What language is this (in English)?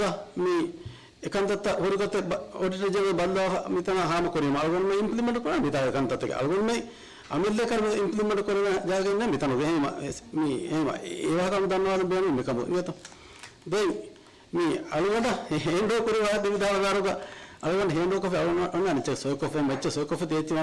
Divehi